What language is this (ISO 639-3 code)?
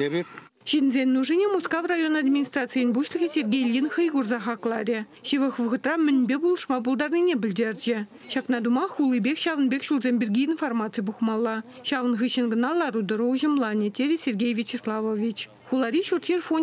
chv